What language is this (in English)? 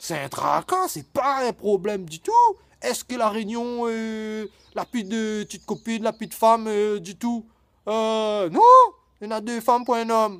Réunion Creole French